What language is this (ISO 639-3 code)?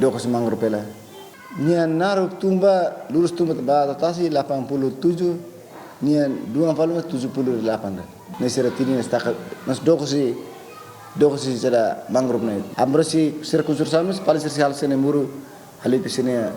tet